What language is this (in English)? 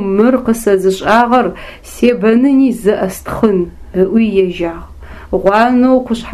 Adyghe